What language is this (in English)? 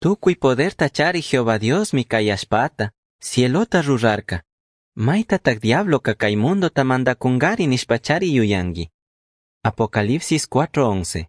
Chimborazo Highland Quichua